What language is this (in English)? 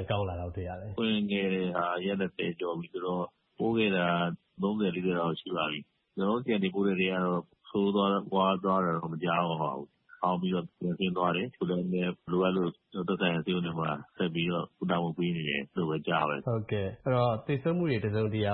Burmese